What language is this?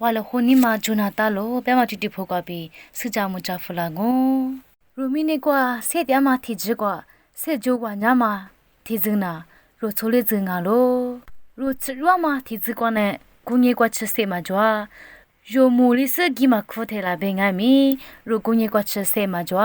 Lisu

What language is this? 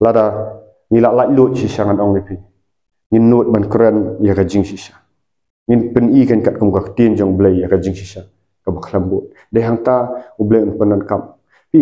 Khasi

